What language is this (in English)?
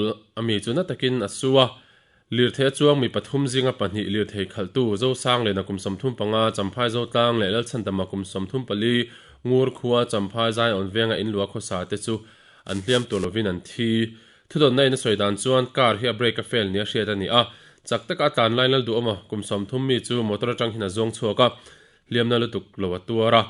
Mizo